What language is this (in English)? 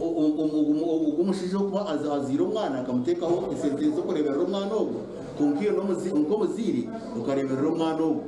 Nyankole